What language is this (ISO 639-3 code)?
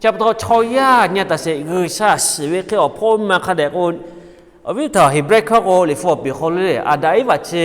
lhu